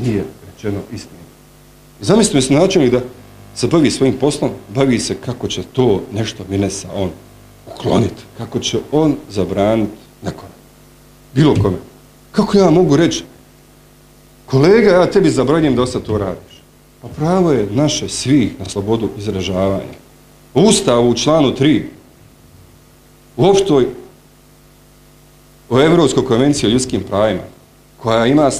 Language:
Bosnian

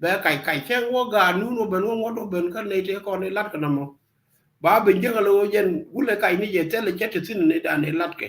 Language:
Nuer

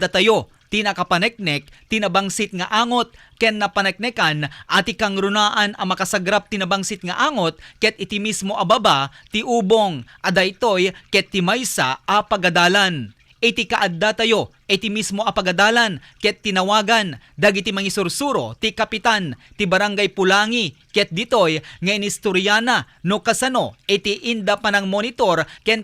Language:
Iloko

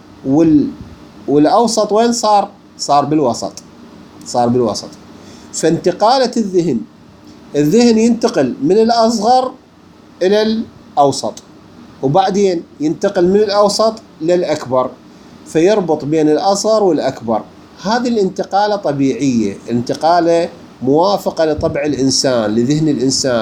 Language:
Mesopotamian Arabic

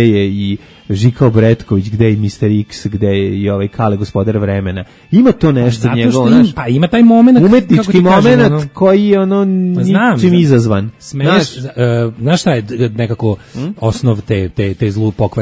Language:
Serbian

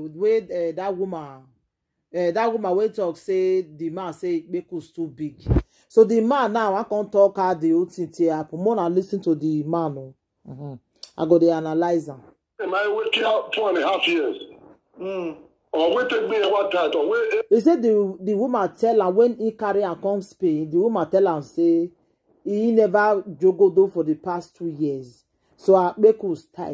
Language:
Nigerian Pidgin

